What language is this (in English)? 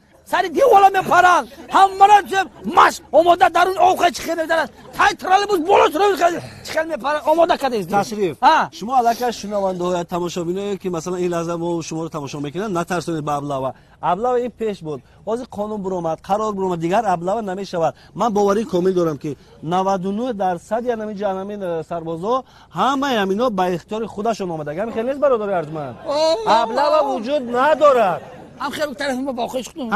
Tajik